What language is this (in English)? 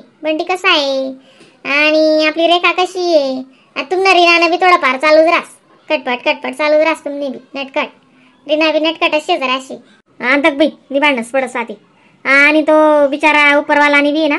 Khandesi